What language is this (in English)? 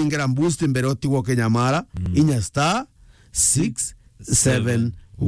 Meru